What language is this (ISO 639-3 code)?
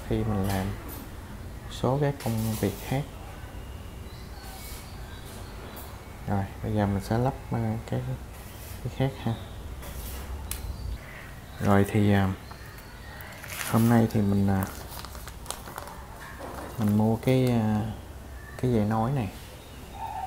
vie